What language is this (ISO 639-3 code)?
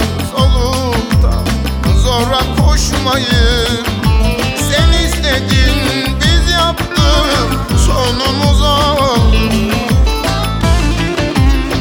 tur